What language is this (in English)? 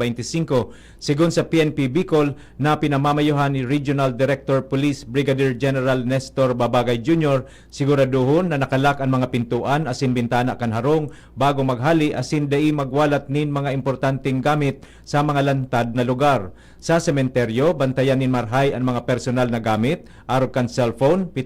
Bikol